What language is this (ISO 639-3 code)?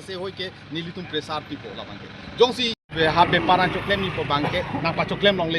mjw